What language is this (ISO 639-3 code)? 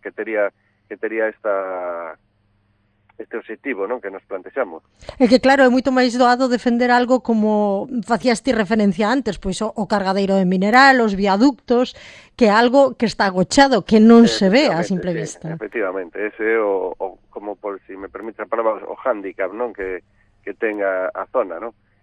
glg